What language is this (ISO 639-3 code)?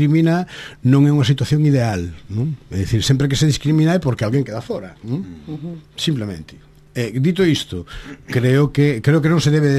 glg